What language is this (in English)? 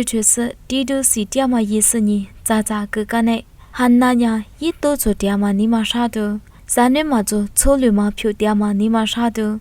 Lisu